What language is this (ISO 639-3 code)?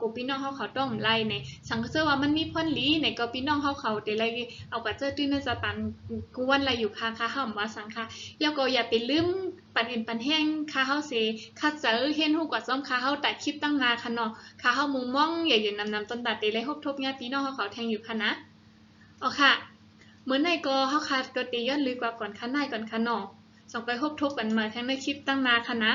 shn